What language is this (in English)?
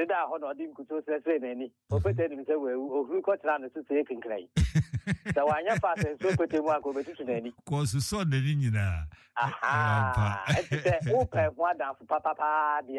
Akan